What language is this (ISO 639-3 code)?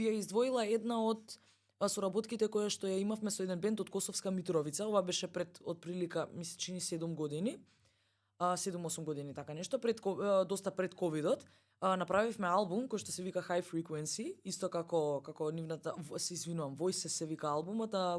mkd